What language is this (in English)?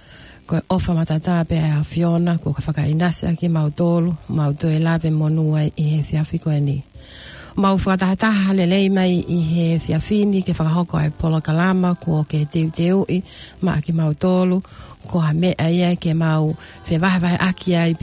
Tongan